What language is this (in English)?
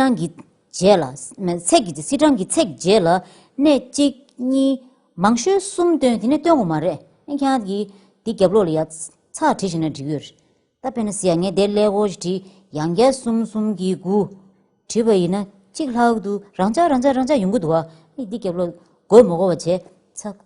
Tibetan